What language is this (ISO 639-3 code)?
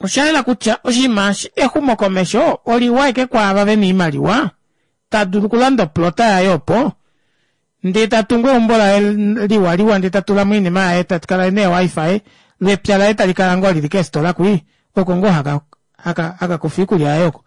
kua